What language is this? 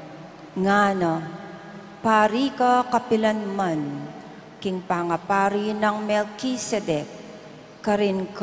Pampanga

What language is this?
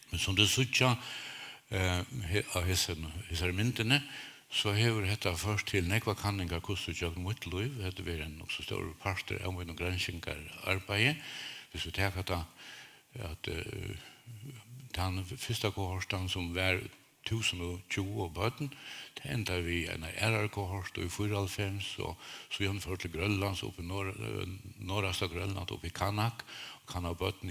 Faroese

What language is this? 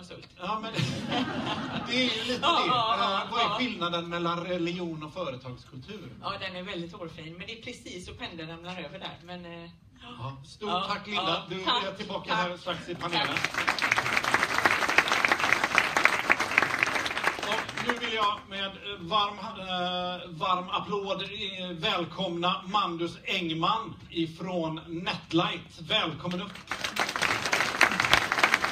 Swedish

